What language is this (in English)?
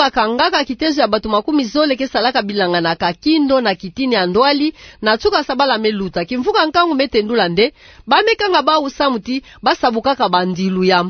Kituba (Democratic Republic of Congo)